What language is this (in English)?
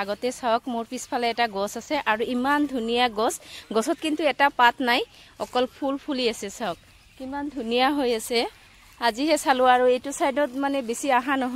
Assamese